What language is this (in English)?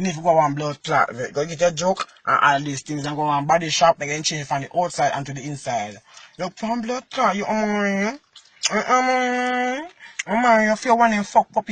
Jamaican Creole English